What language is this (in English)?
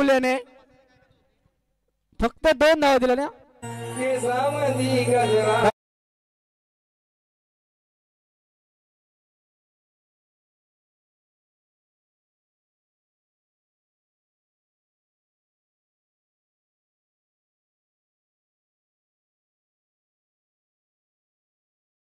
Marathi